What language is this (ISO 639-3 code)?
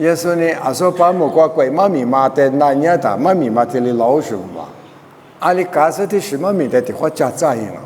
lis